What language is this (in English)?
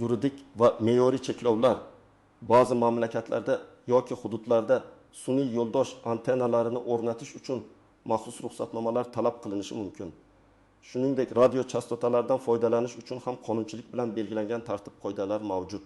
Uzbek